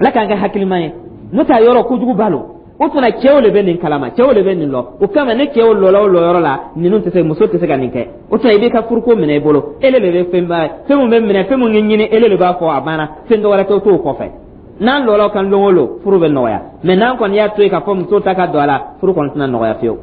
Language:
Dyula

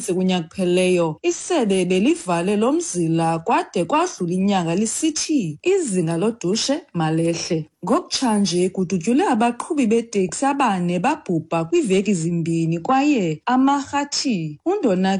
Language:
Xhosa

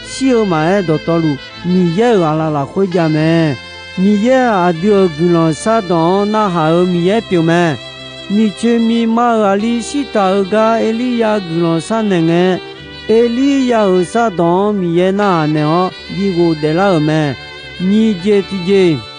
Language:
Akha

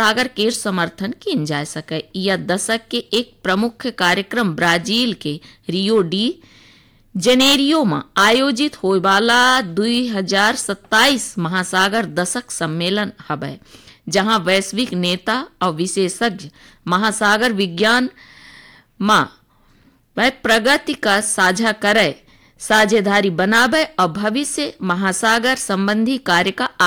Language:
Bhojpuri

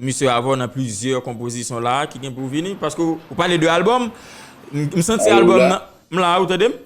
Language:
Haitian Creole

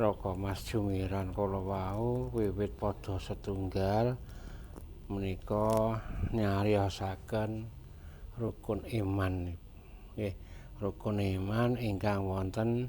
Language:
Javanese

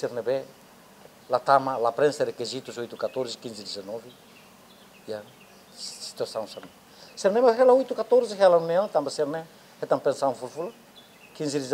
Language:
Tetum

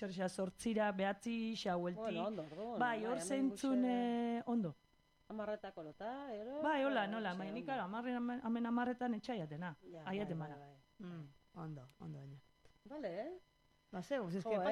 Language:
Basque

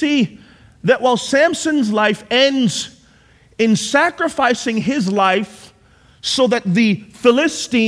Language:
English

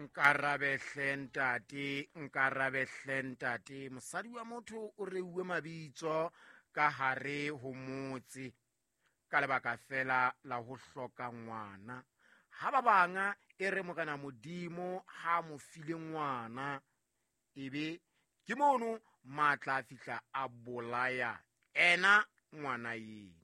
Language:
Southern Sotho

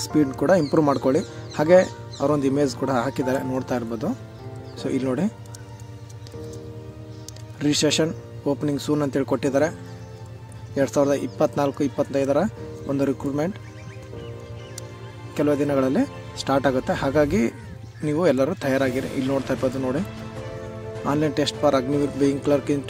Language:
Kannada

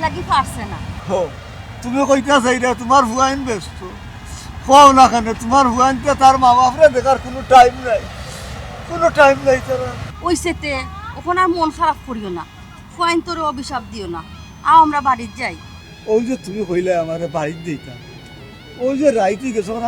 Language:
Sylheti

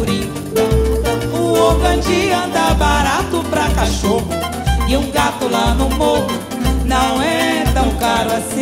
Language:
Portuguese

